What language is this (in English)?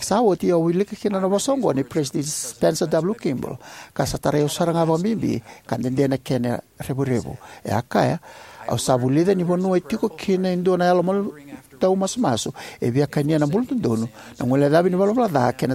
Fijian